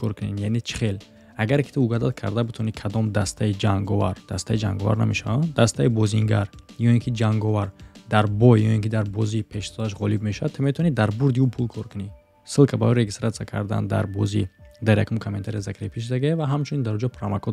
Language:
Tajik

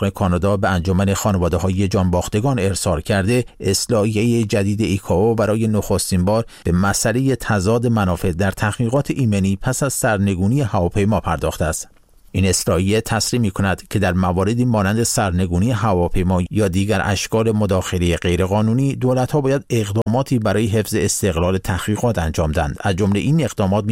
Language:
Persian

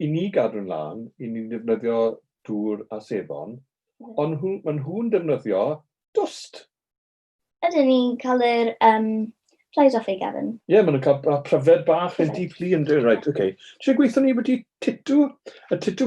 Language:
Welsh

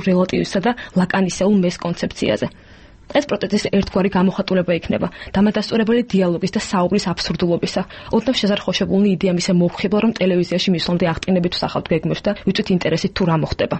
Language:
Georgian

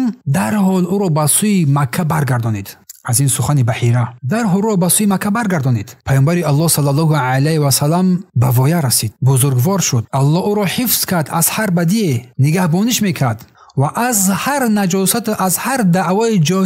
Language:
Tajik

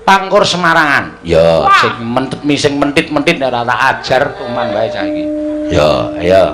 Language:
Javanese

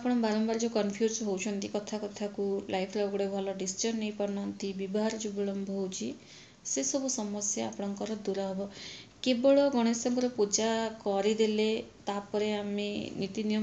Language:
Odia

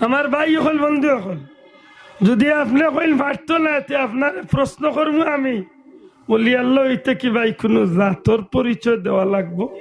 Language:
Sylheti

